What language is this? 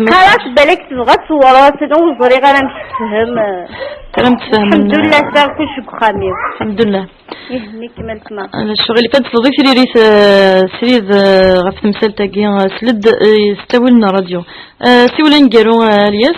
Kabyle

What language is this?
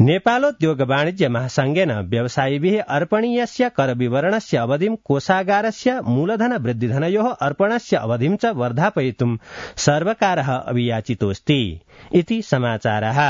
Sanskrit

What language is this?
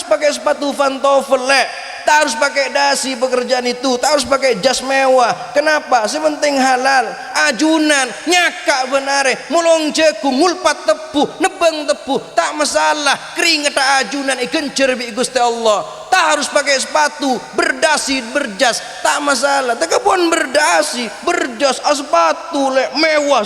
Madurese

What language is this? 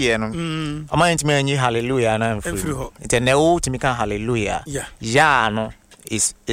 Akan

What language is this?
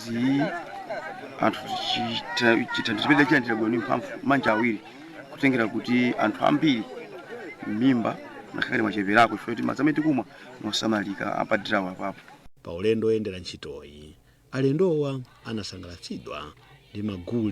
Nyanja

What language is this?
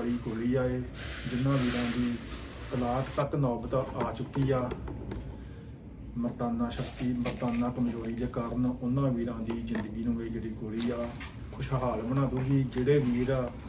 Punjabi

